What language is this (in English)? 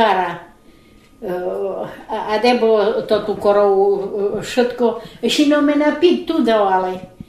Rusyn